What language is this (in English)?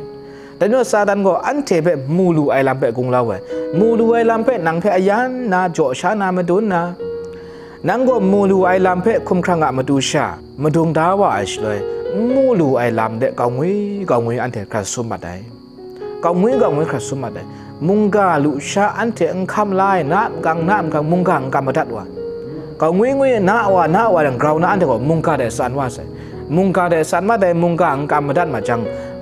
Kachin